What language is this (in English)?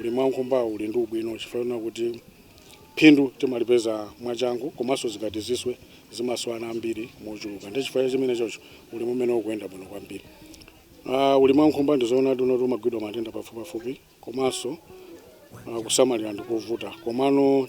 Nyanja